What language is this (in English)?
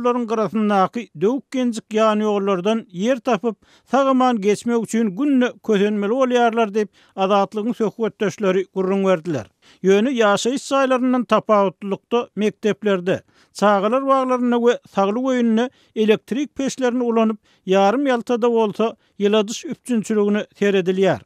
Turkmen